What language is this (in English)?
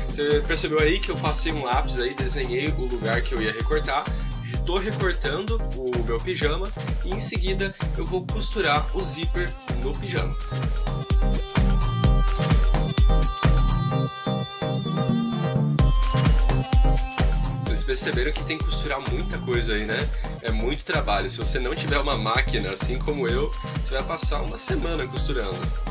Portuguese